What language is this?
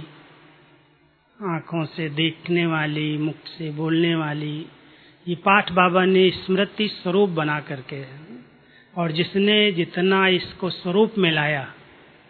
Hindi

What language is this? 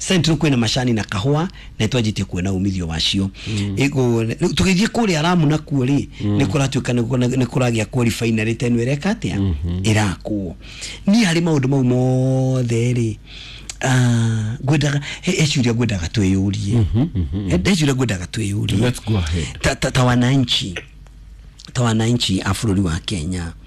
Kikuyu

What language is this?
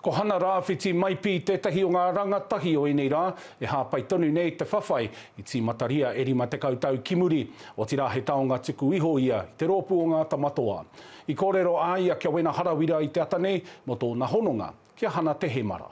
Māori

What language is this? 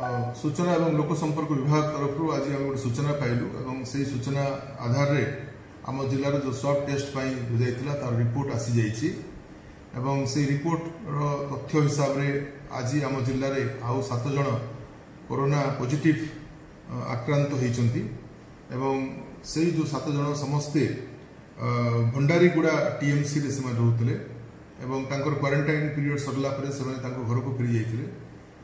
Odia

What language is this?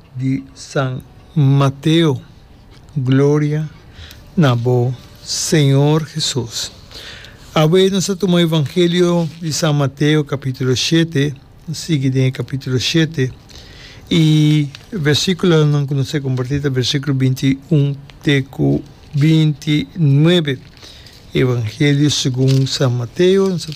Papiamento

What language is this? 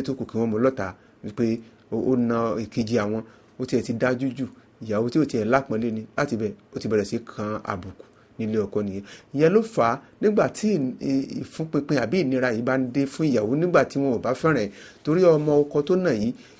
Yoruba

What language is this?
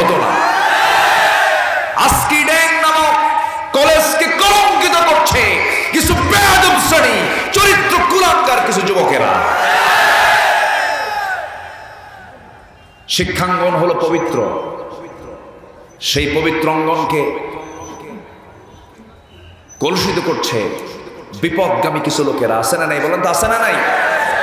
Bangla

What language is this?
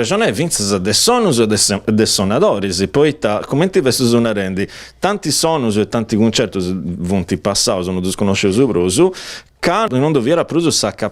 Sardinian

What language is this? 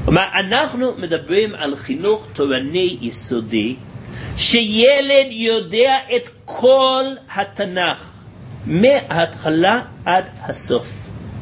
Hebrew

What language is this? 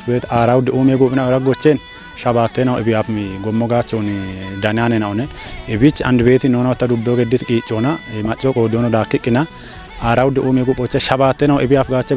Kafa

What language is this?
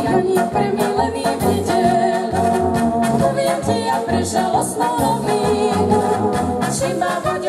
Slovak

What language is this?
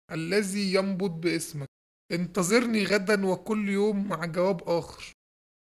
Egyptian Arabic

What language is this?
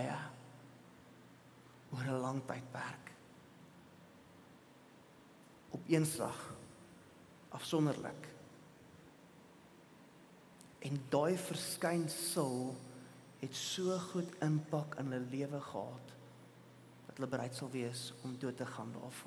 Afrikaans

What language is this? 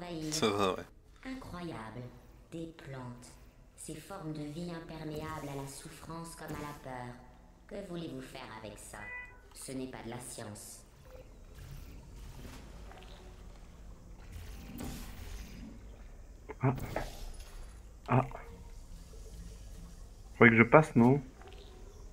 French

